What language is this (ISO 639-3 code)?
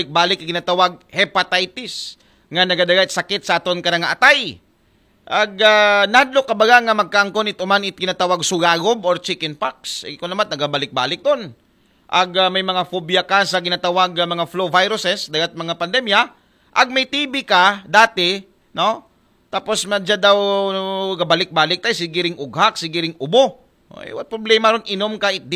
akl